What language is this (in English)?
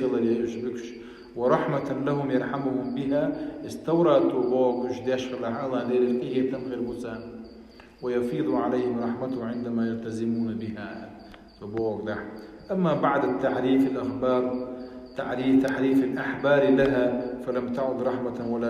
Chechen